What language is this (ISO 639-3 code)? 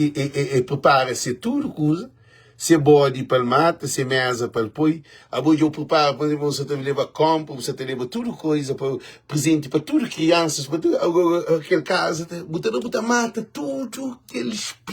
kea